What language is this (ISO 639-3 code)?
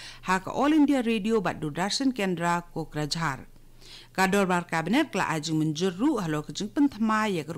kha